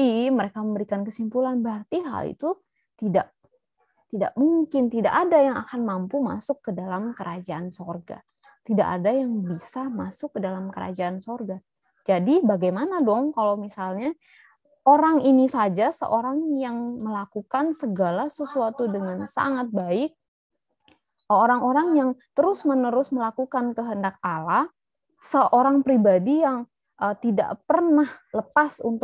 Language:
Indonesian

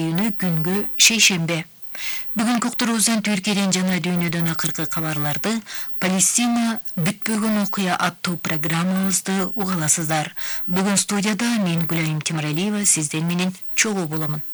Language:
Kyrgyz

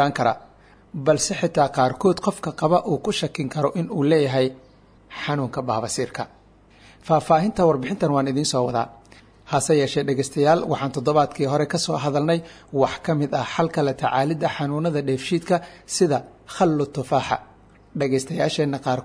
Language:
Somali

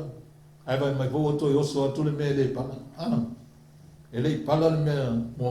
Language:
Samoan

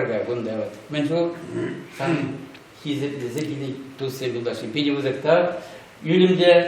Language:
Chuvash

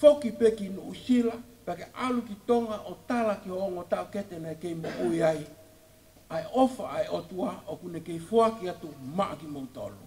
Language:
Tongan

